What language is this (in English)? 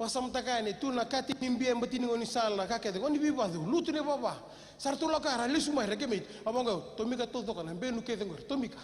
Fijian